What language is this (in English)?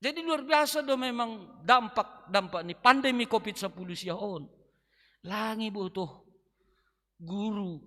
Batak Simalungun